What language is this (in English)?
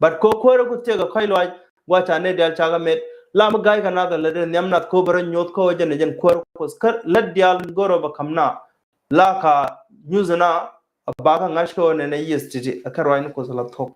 Nuer